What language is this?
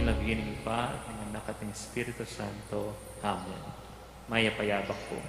Pampanga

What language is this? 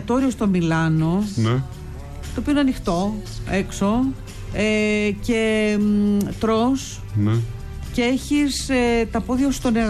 Greek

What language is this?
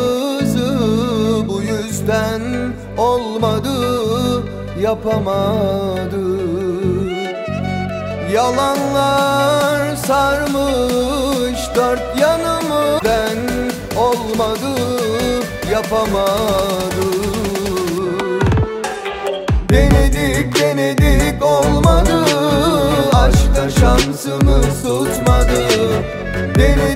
Turkish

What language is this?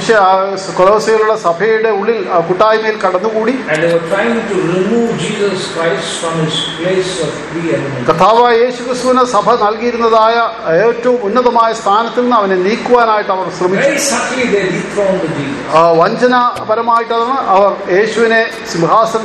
Malayalam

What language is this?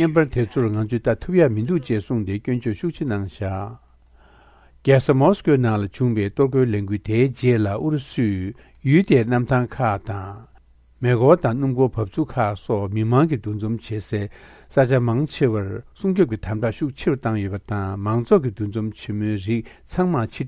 Tibetan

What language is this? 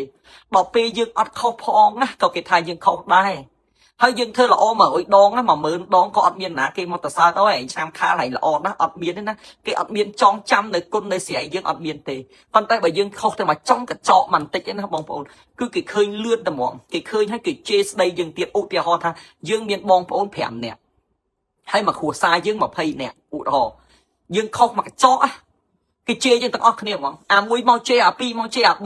Khmer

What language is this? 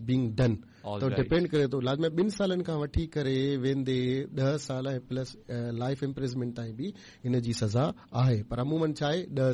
Sindhi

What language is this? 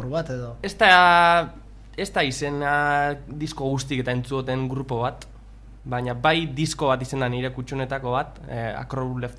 Basque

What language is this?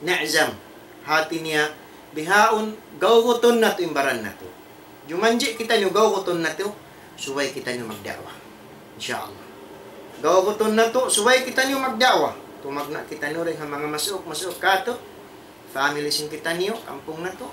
Tausug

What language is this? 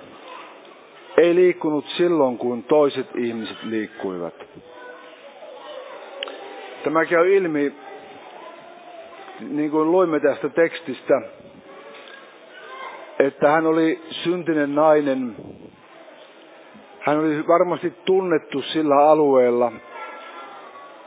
Finnish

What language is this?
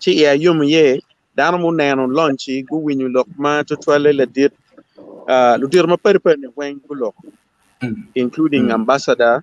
Acoli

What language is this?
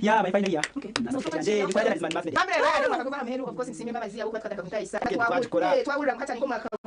Nyankole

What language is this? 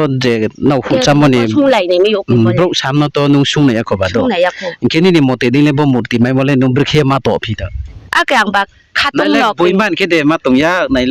Riang (India)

